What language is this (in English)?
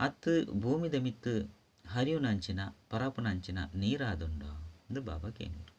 Tulu